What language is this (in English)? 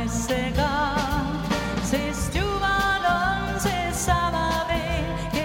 Estonian